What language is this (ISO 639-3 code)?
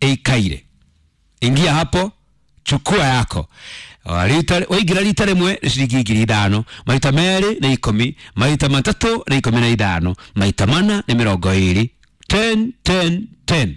kik